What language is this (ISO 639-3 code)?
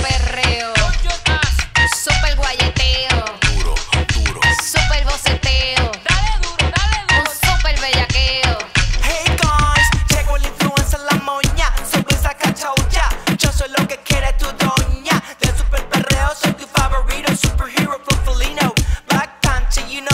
spa